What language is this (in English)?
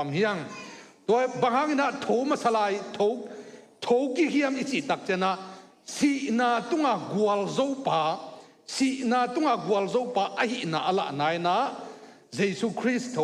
Tedim Chin